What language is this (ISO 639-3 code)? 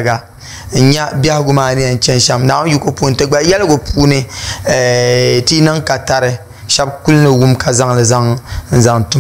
dag